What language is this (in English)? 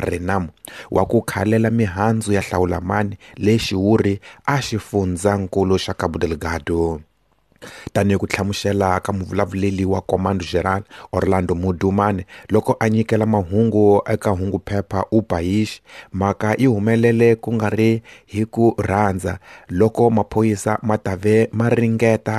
Tsonga